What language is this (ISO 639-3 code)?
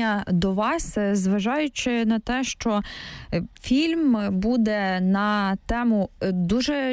ukr